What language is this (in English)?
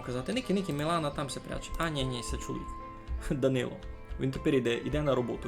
Rusyn